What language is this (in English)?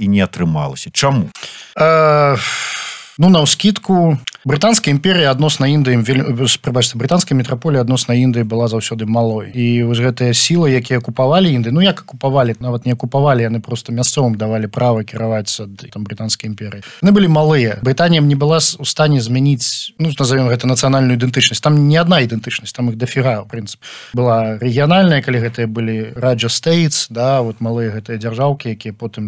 Belarusian